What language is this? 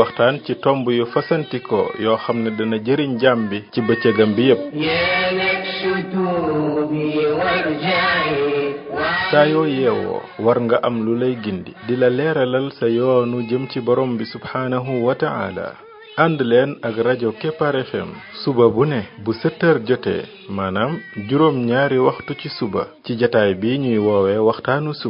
Wolof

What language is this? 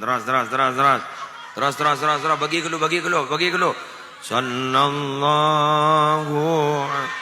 Madurese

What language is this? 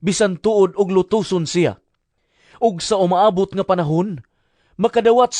Cebuano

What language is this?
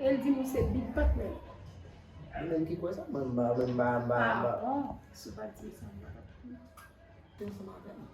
Haitian Creole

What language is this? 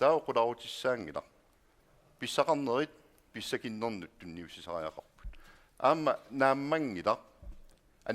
Kalaallisut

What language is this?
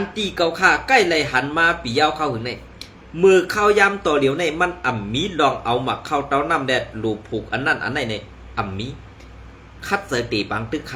Shan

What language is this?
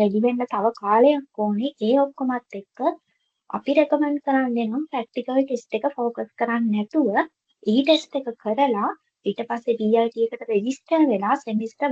Sinhala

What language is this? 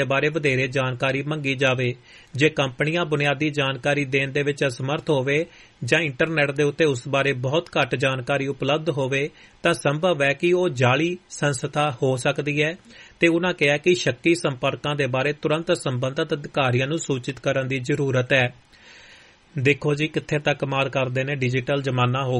Punjabi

